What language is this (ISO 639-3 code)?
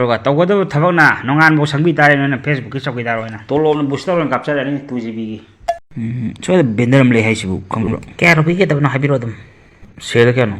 mni